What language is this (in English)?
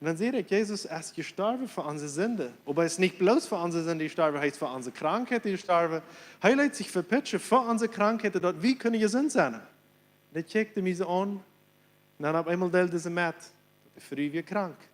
Plautdietsch